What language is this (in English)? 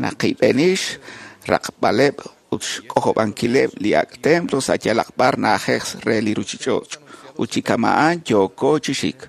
Kekchí